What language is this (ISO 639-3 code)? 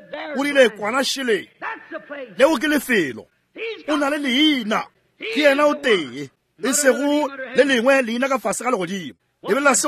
nso